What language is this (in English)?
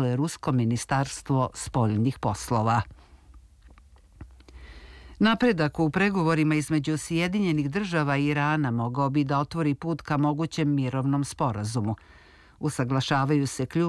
Serbian